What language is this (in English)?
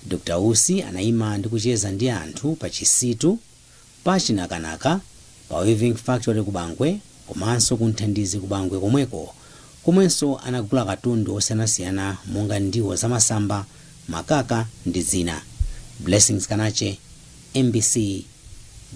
Nyanja